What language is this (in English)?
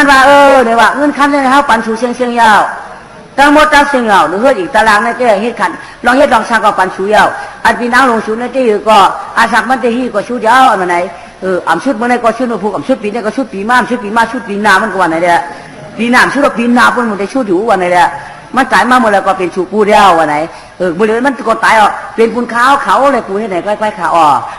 Shan